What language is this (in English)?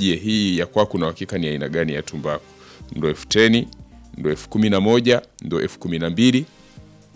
Swahili